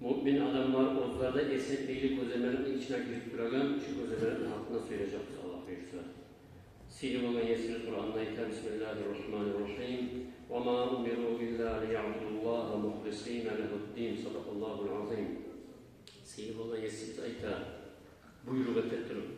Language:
Kumyk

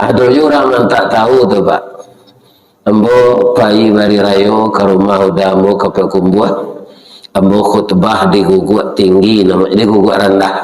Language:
Minangkabau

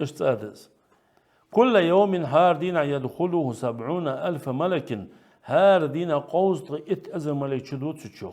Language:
Ingush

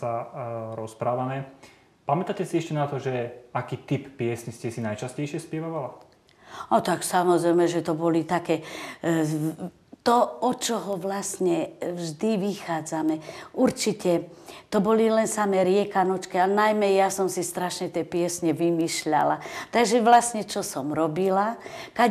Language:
Slovak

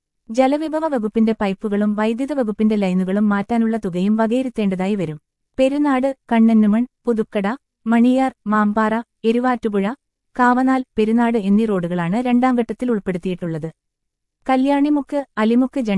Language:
Malayalam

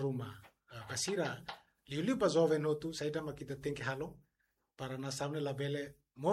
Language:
Tetum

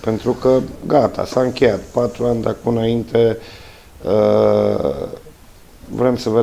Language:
Romanian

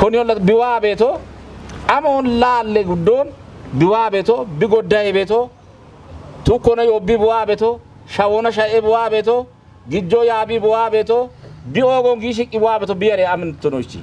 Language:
Kafa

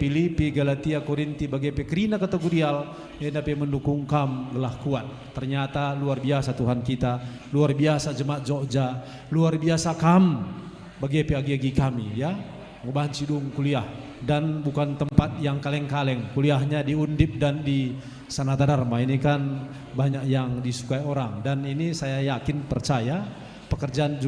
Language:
Batak Karo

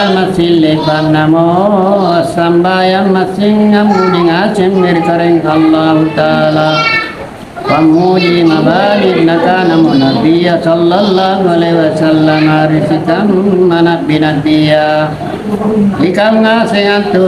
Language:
Makasar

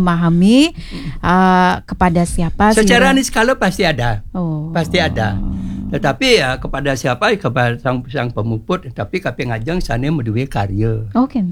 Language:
Balinese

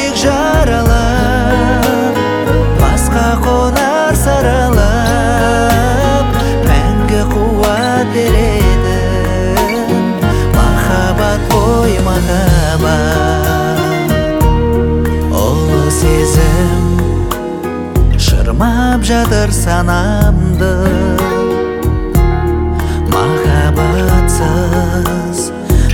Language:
Kazakh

